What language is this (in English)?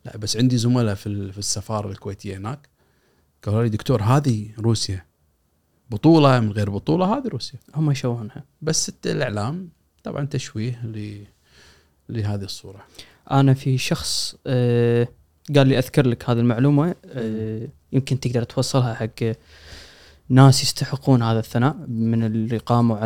Gulf Arabic